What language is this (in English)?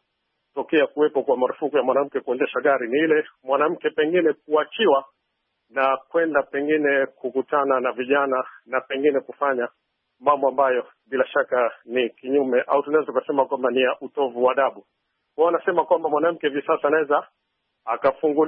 Swahili